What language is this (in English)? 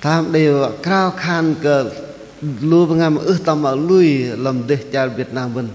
Bahnar